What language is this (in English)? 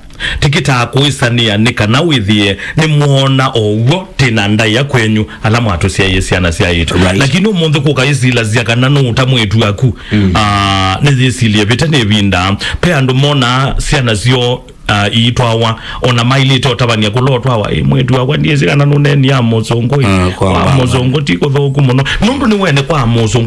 Kamba